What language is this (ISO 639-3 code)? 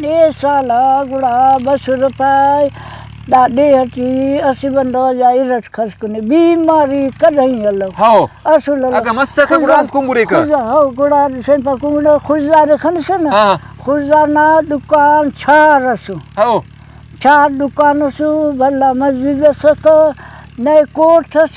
brh